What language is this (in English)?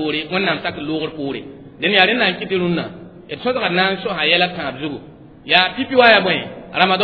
Mossi